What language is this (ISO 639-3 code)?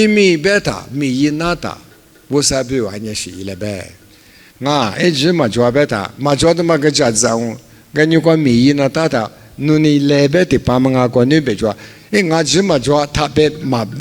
lis